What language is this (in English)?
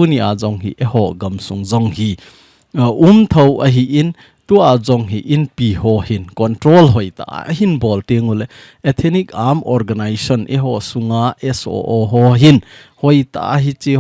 Thado Chin